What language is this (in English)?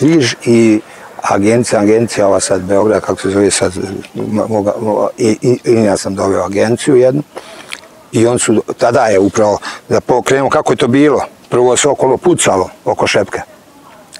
Bosnian